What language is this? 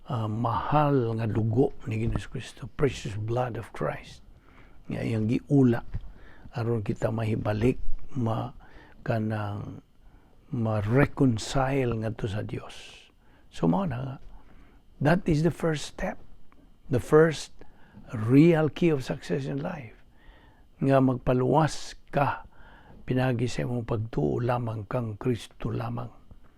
Cebuano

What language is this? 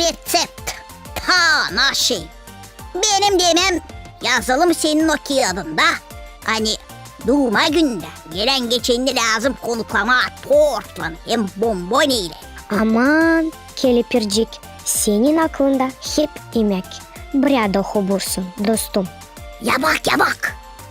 Gagauz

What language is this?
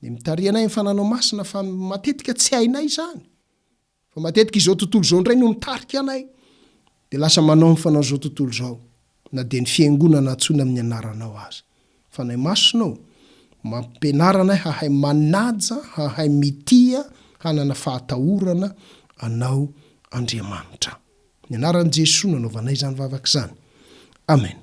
Malagasy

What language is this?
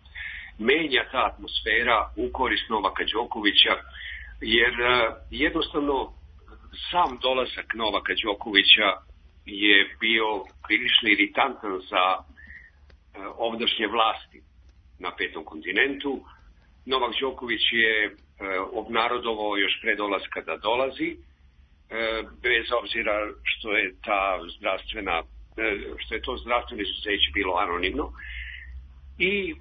Serbian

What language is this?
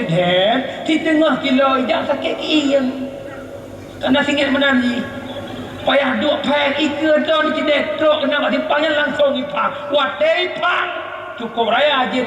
Achinese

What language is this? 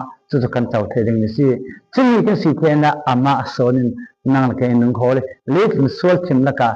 Falam Chin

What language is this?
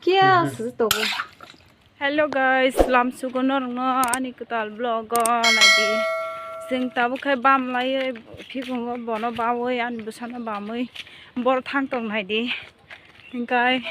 Kok Borok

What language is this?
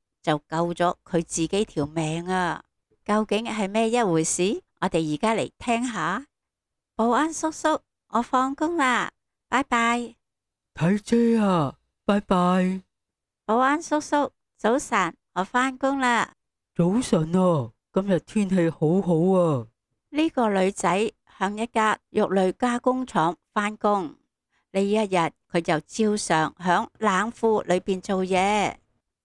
Cantonese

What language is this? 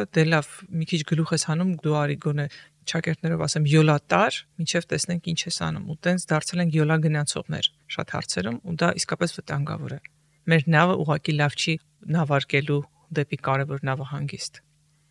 Armenian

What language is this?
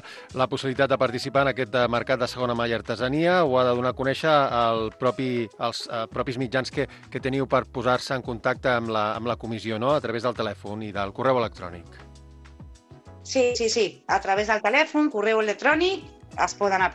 Catalan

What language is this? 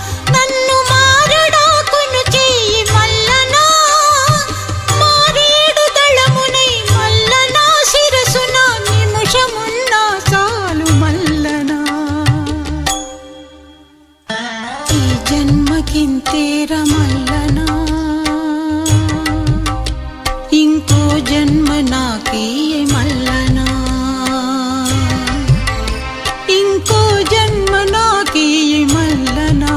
Telugu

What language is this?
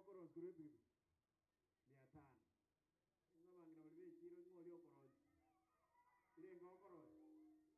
Gusii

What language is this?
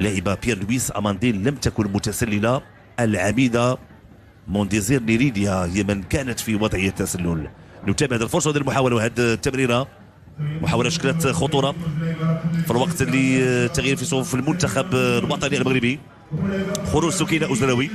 Moroccan Arabic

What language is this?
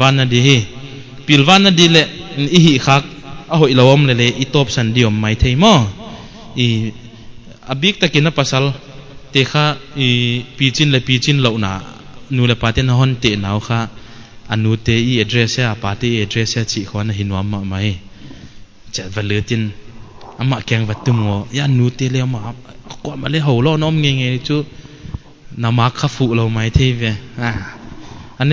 Paite Chin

